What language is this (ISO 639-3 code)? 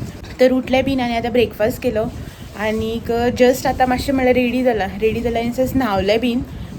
kok